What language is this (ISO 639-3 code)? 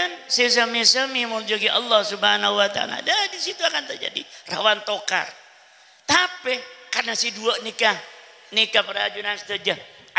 mad